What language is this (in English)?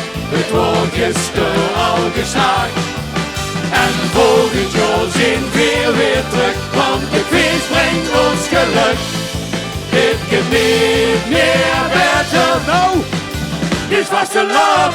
Limburgish